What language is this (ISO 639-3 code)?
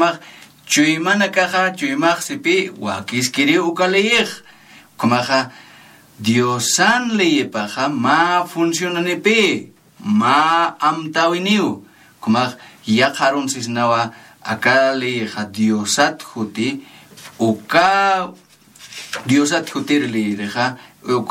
aym